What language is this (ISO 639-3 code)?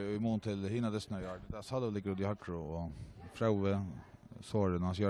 fao